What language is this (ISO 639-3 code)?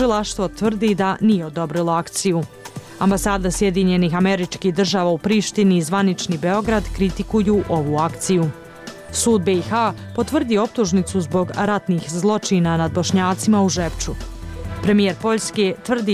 bos